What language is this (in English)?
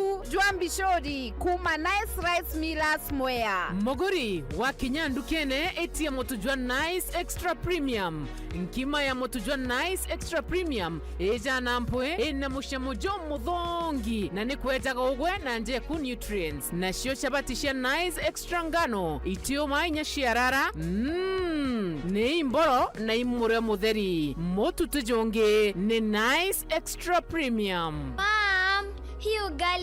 Meru